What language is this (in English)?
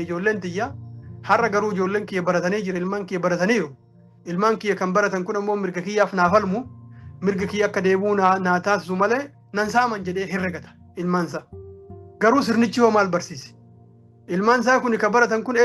Oromo